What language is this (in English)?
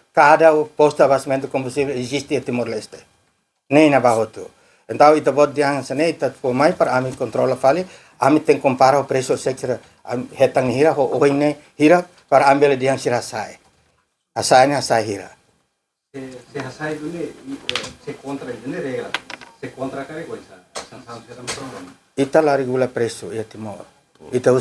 Tetum